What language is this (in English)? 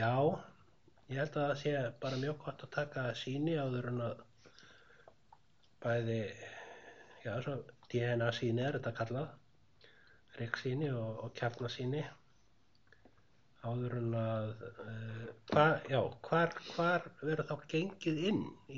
Icelandic